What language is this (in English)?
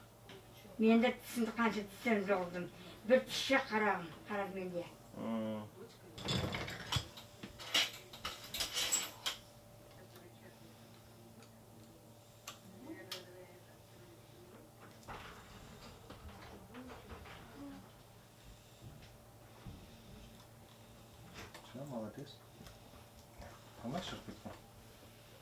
Kazakh